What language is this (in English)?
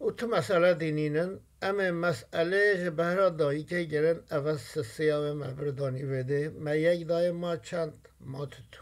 Kurdish